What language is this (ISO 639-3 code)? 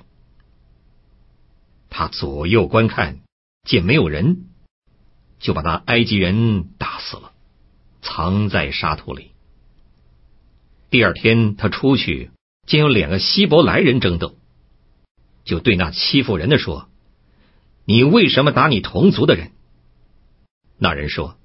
zho